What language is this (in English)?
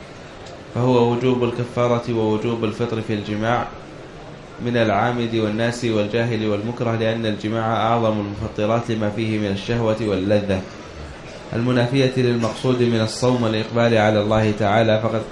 Arabic